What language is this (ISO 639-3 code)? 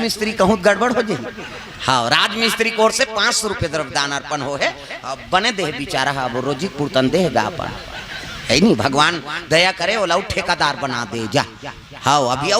hne